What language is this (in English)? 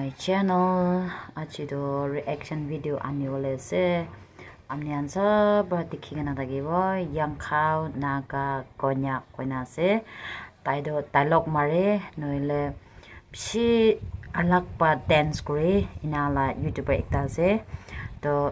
Naga Pidgin